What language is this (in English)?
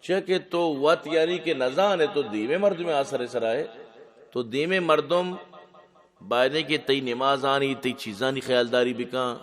Eastern Balochi